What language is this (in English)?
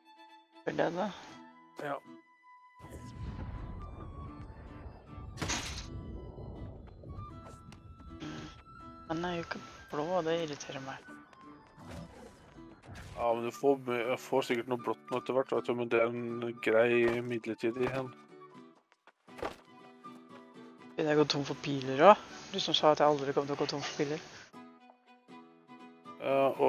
Norwegian